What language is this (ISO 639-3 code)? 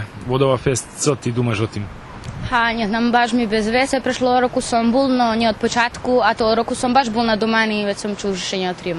rue